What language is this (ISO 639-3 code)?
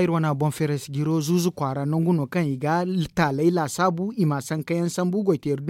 dje